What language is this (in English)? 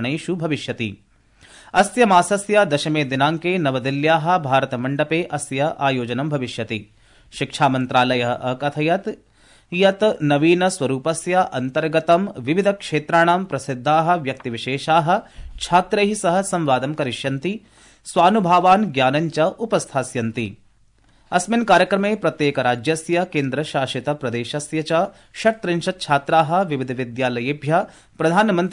Sanskrit